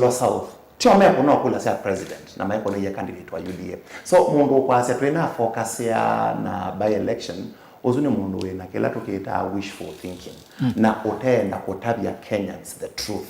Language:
Kamba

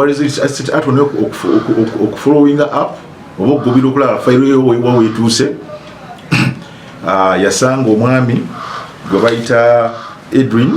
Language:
Ganda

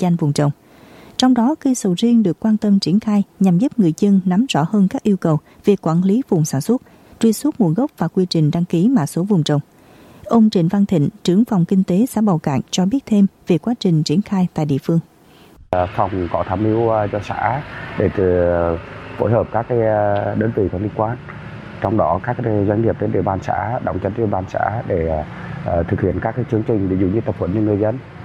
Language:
Vietnamese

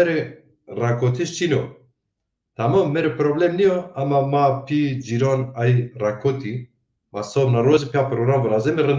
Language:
Zaza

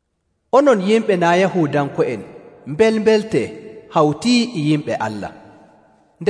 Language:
Nigerian Fulfulde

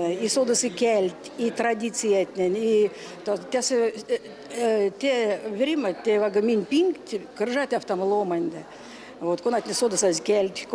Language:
Erzya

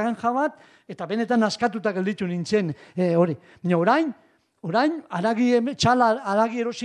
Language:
Basque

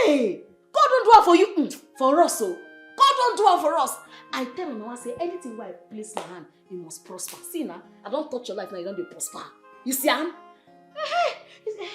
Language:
Nigerian Pidgin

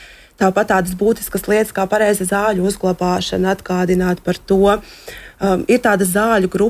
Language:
Latvian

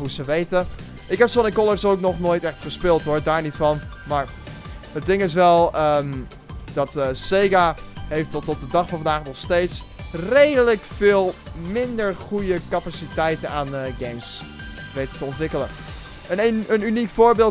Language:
Dutch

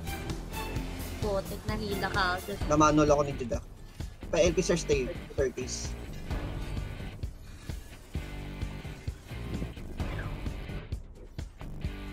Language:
Filipino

